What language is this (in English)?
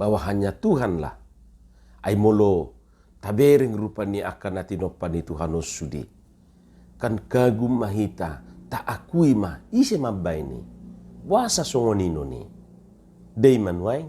Batak Toba